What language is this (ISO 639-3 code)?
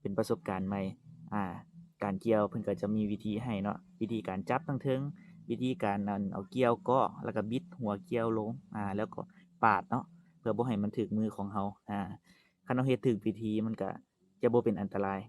lao